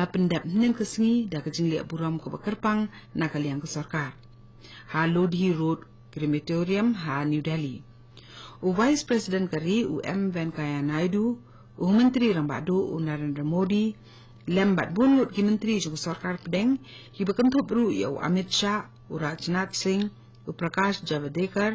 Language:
Khasi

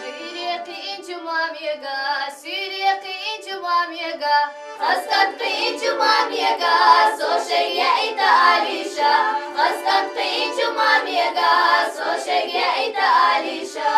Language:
Chechen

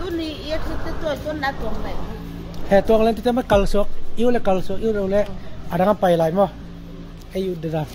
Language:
Tedim Chin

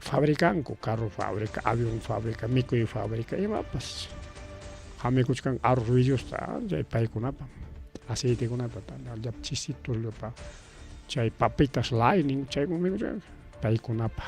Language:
Ayacucho Quechua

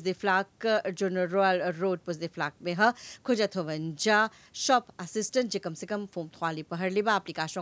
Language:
Bhojpuri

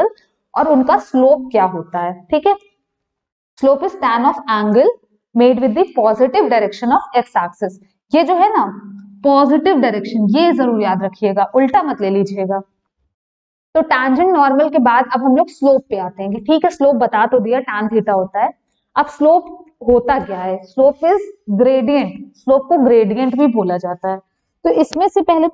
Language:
Hindi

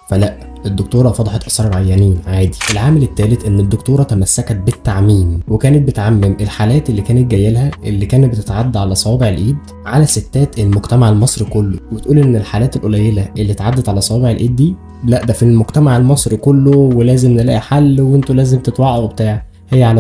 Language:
Egyptian Arabic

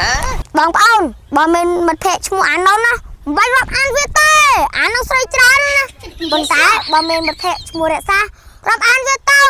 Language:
Khmer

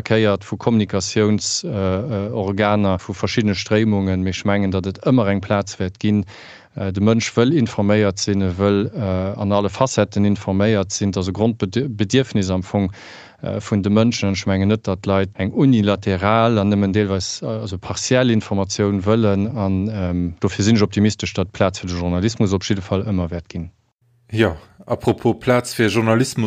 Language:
Luxembourgish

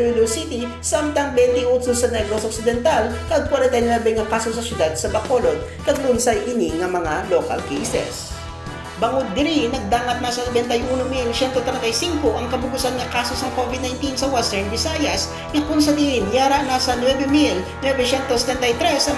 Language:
Hiligaynon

